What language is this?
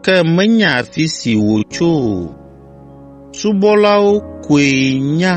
Ewe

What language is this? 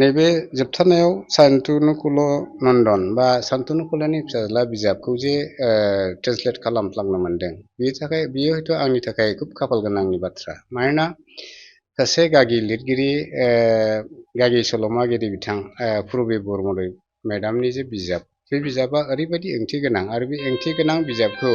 Bodo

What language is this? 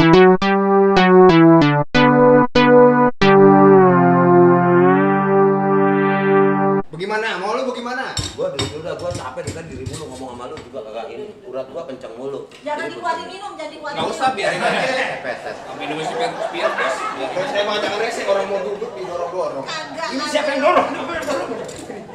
Betawi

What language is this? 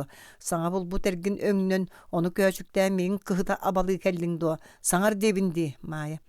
Yakut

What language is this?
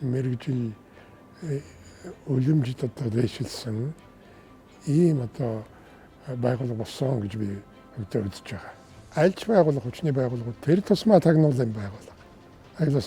Mongolian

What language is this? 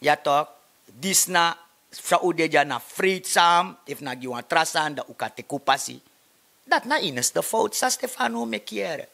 Sranan Tongo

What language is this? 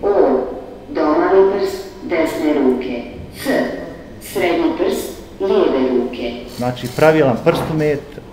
Bosnian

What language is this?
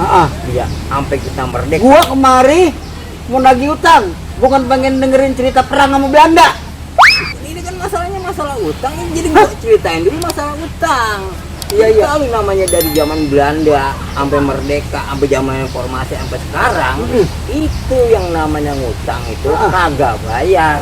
Betawi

